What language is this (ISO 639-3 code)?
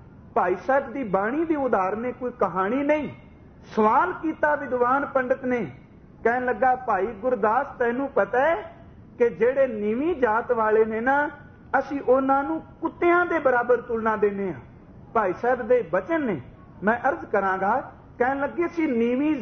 pan